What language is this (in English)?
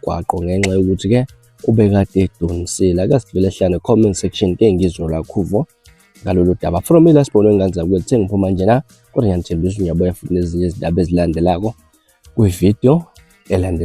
Zulu